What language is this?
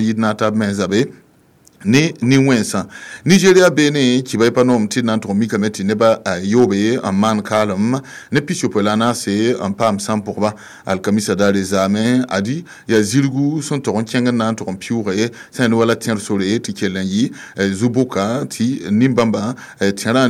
Mossi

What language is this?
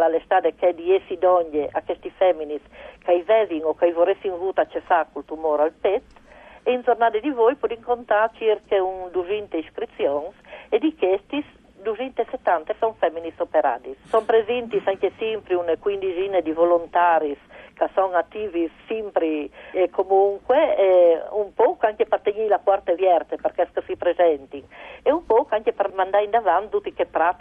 Friulian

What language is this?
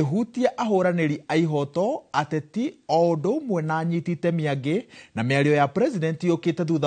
Kikuyu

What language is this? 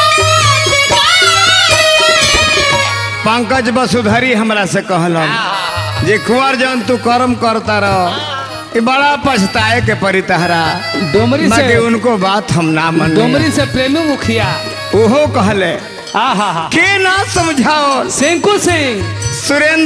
Bhojpuri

